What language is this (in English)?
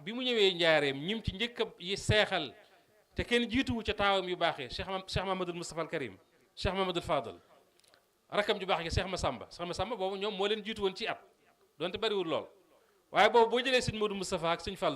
Wolof